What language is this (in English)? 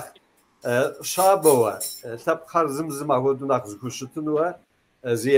Kabardian